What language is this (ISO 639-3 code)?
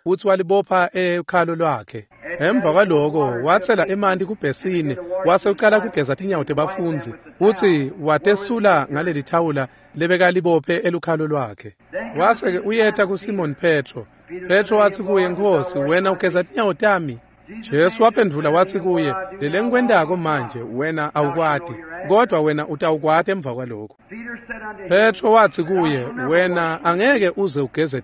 ssw